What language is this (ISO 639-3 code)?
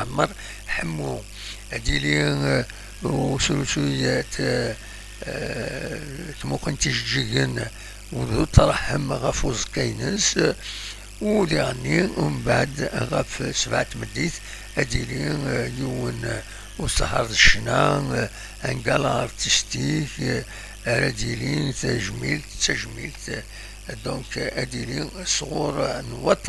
kab